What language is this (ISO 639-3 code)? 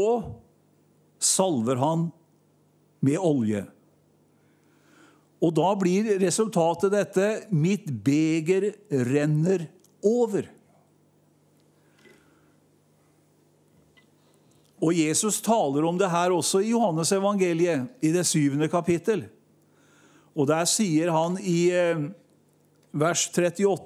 nor